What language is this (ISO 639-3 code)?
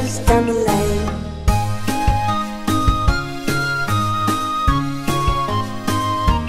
eng